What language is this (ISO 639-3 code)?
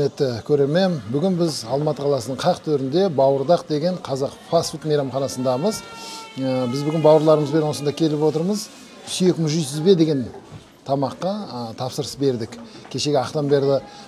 kaz